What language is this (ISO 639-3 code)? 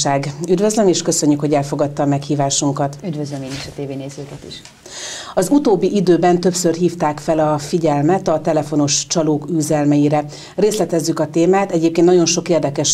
hun